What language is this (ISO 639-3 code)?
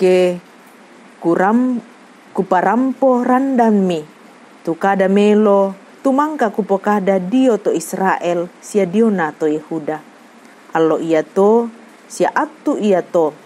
sda